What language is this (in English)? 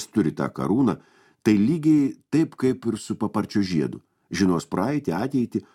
Lithuanian